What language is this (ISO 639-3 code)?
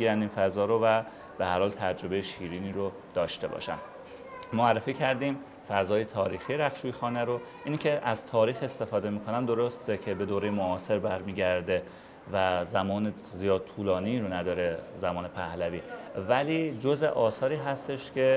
fas